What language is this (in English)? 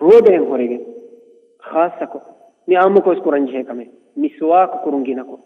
Divehi